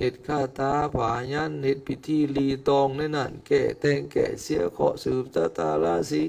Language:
Lao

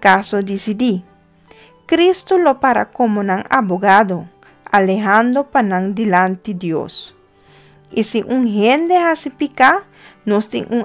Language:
Papiamento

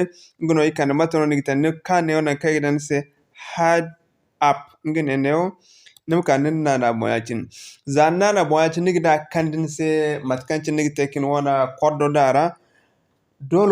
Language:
Zarma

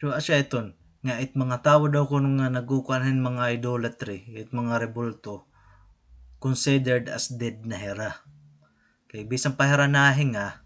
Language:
Waray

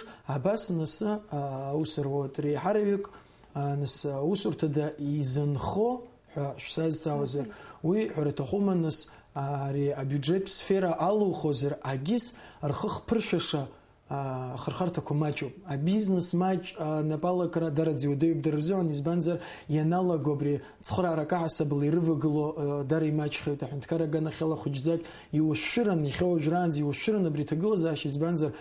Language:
Abkhazian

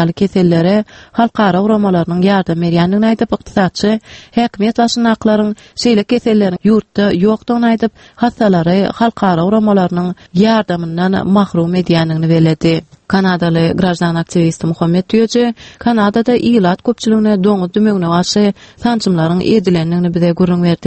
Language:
Turkmen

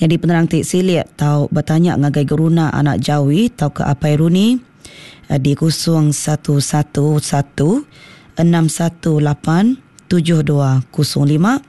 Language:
Iban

